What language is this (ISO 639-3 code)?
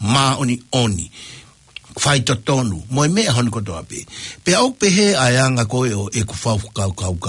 ton